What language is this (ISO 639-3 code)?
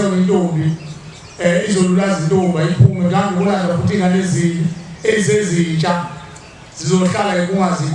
zul